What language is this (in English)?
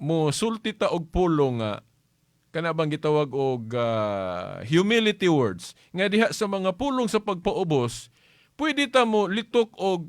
Cebuano